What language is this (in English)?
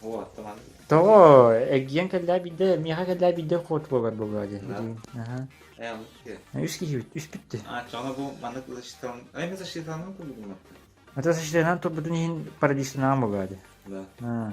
Yakut